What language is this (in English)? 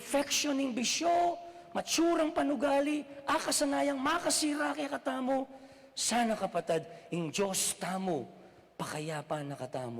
Pampanga